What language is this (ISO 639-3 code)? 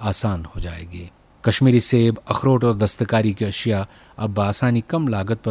urd